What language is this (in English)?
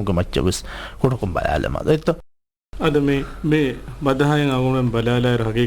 Divehi